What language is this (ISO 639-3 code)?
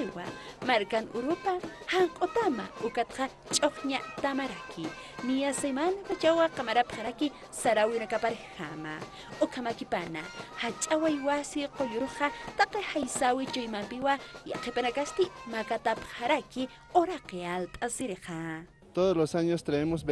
aym